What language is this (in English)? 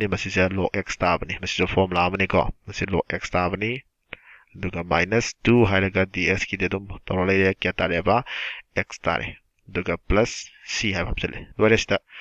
Manipuri